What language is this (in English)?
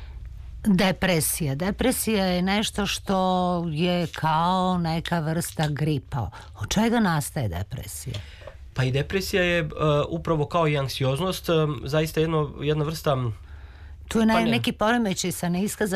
Serbian